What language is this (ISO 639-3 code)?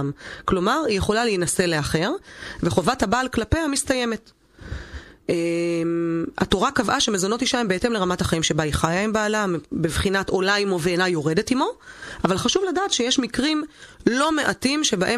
heb